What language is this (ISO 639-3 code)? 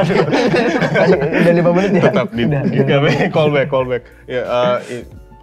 ind